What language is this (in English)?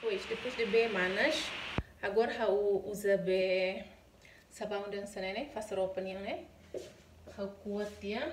Tetum